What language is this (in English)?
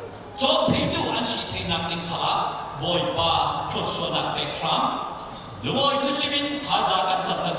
Falam Chin